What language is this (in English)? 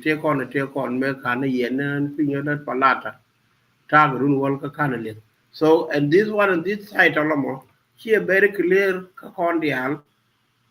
Nuer